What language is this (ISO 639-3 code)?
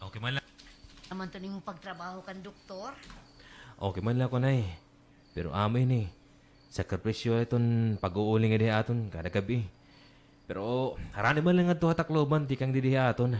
war